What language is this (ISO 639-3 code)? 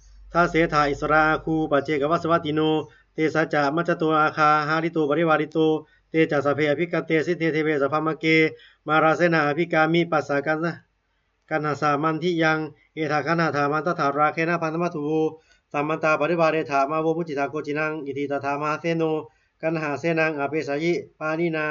pli